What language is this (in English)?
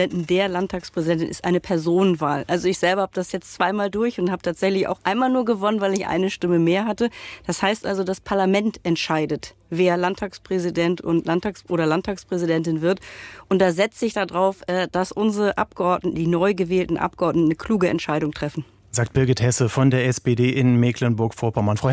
German